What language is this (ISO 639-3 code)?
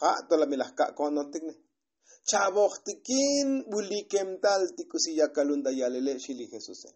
tzo